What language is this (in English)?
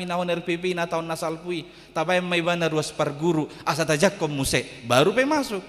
Batak Toba